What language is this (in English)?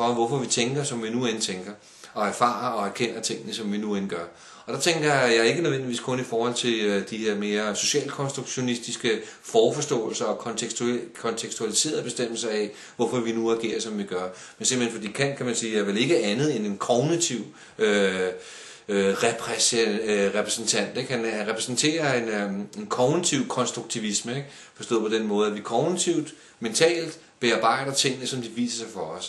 Danish